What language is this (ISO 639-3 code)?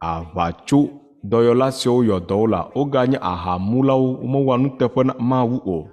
ewe